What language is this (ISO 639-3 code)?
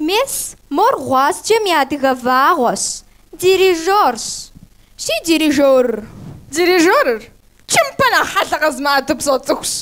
kbd